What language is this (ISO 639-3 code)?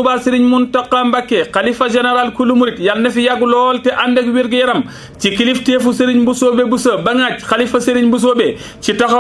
wol